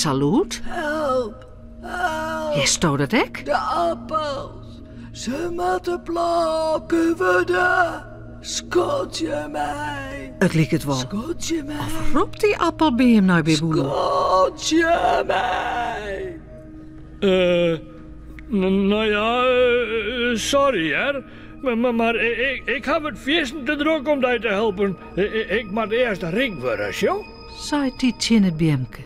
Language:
Western Frisian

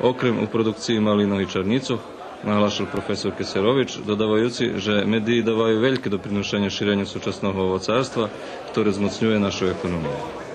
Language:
Rusyn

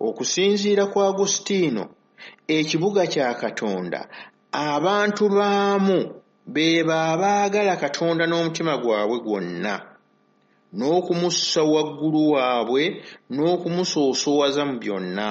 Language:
Ganda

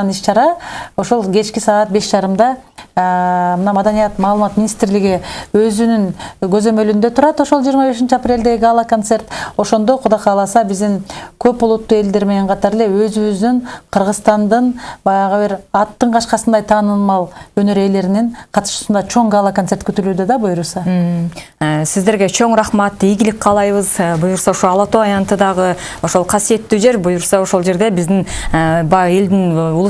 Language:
Kyrgyz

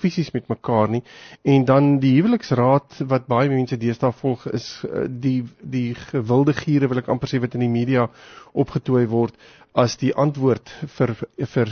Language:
Afrikaans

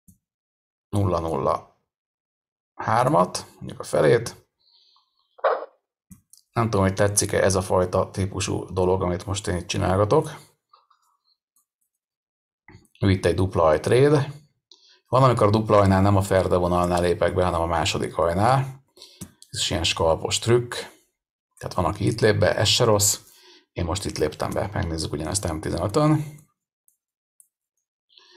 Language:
Hungarian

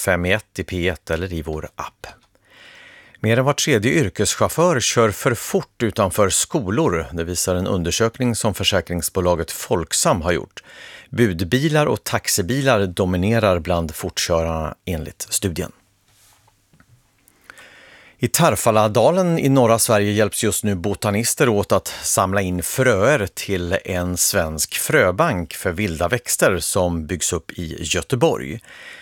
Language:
Swedish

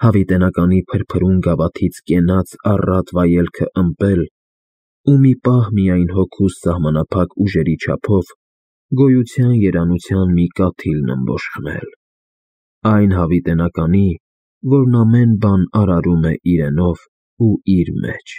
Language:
Armenian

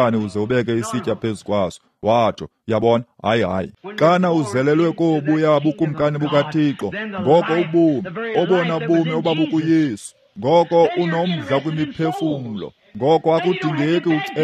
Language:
Xhosa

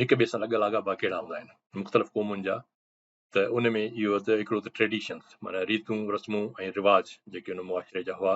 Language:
Sindhi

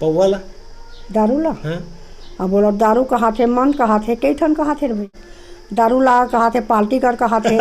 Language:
Chhattisgarhi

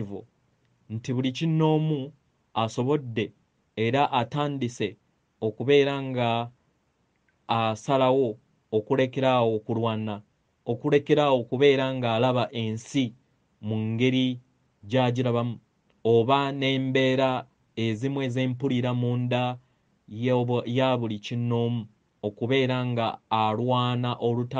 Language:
Ganda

